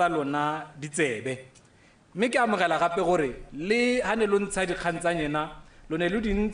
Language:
Tswana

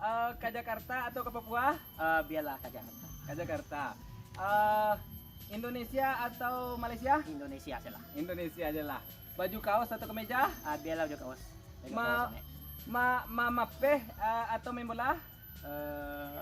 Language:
Minangkabau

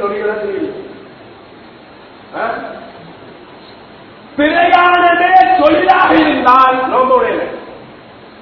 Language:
Tamil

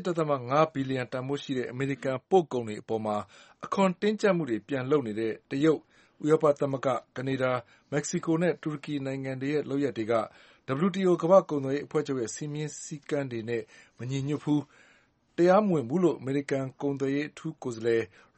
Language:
Burmese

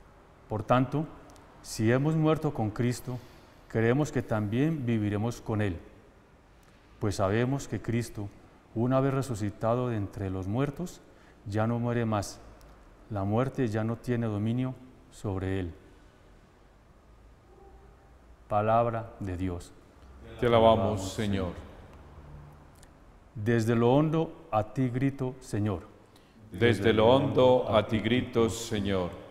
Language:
Spanish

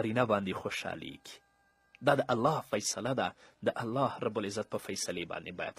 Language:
Pashto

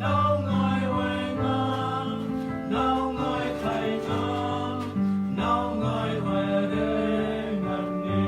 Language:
Central Mnong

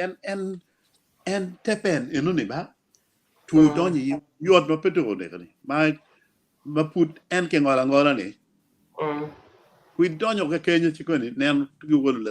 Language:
Acoli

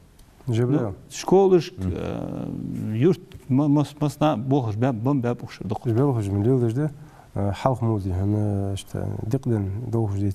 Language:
Ingush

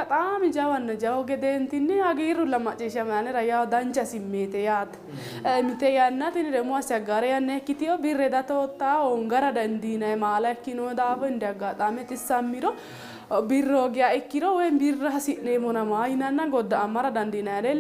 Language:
Sidamo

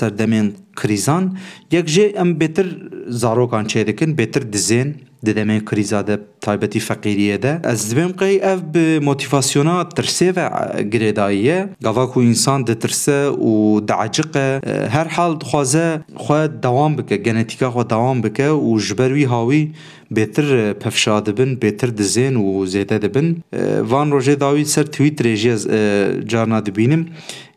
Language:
Kurdish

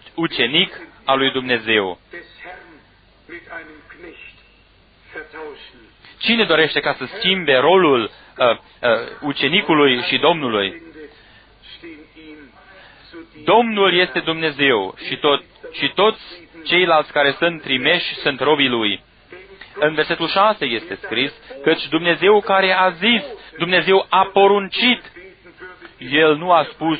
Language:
Romanian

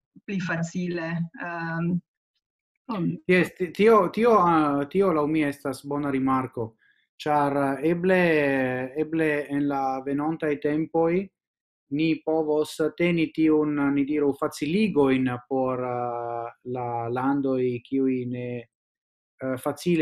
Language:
Esperanto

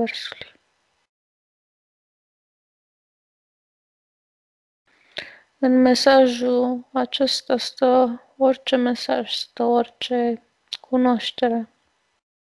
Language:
Romanian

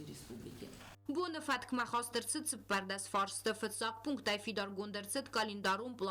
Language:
Ossetic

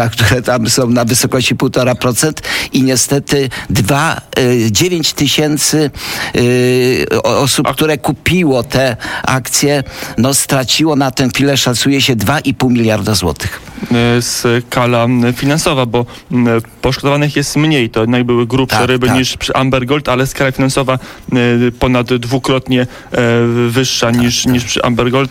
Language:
Polish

